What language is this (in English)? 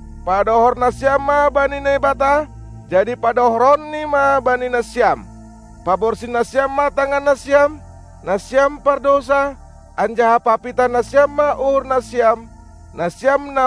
Batak Simalungun